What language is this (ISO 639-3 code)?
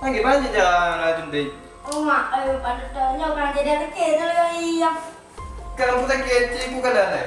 ace